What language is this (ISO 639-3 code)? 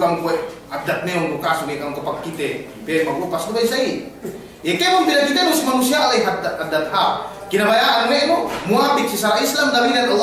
yka